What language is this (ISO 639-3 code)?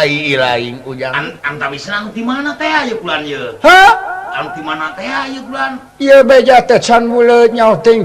sun